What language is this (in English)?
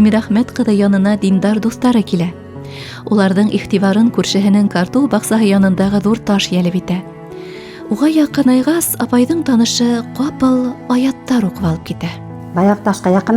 Bashkir